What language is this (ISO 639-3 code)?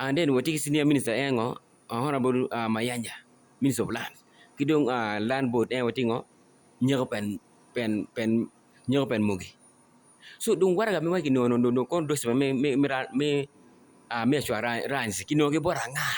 ach